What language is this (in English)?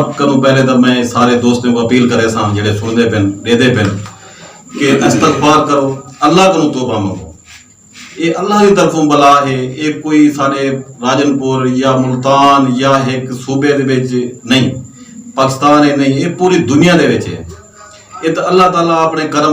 Saraiki